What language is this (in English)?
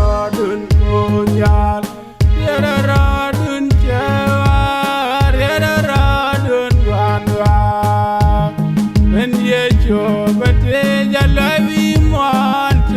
Nuer